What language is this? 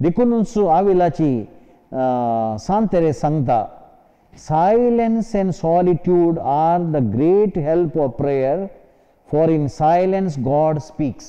Konkani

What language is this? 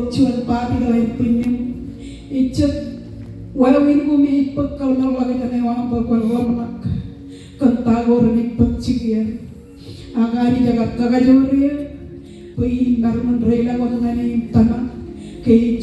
Marshallese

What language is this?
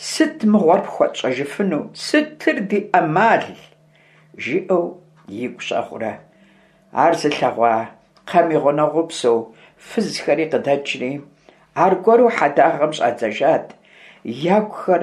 Kabardian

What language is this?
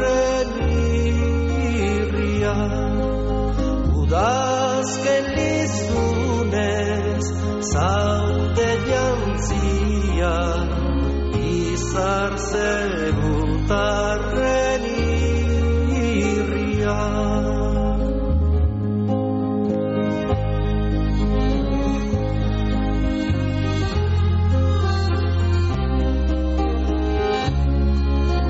Basque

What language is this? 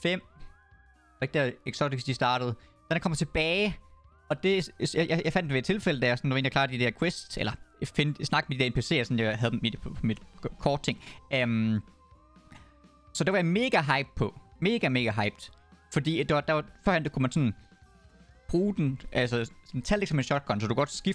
Danish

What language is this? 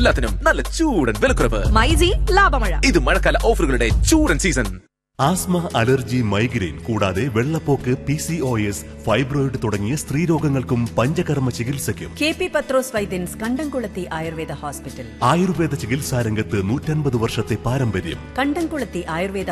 Malayalam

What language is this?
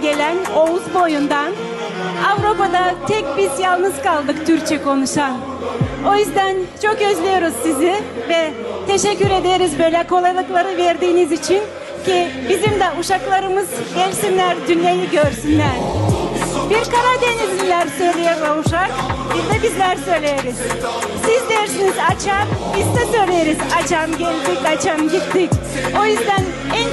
Gagauz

